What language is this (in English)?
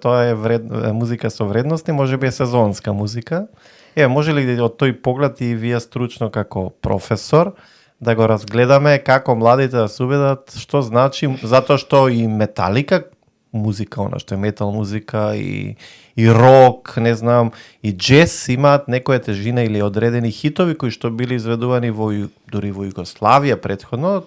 Macedonian